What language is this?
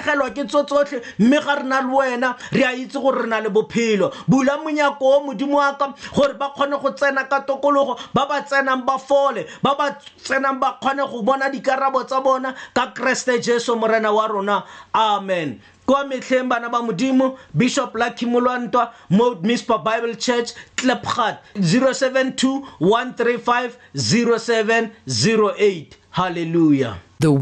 Tswana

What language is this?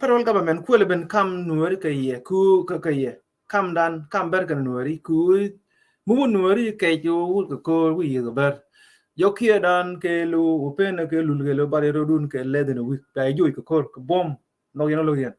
Nuer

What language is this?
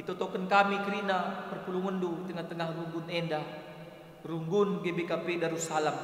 Batak Karo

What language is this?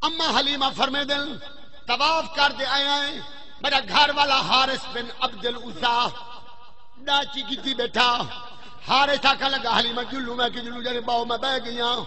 Saraiki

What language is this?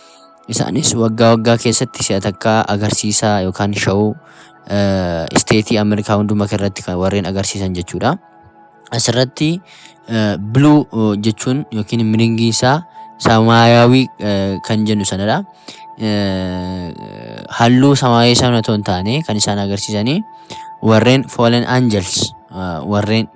Oromo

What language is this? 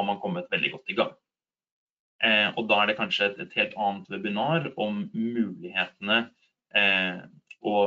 Norwegian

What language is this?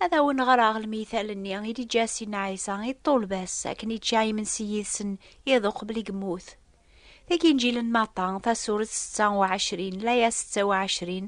Kabyle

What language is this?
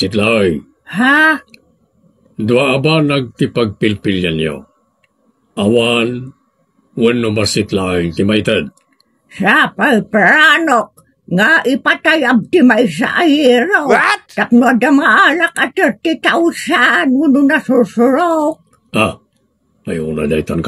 Iloko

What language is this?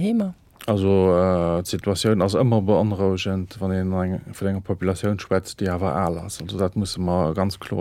Luxembourgish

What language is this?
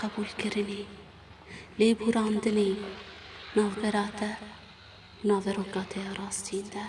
Kurdish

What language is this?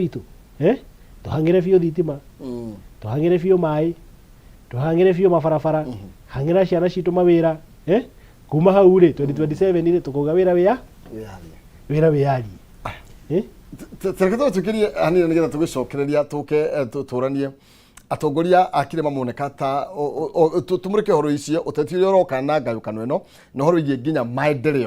Kikuyu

